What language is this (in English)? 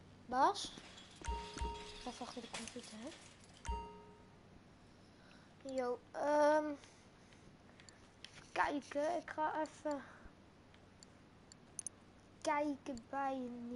Dutch